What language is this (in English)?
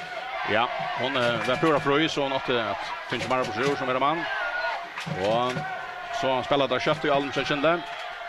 Faroese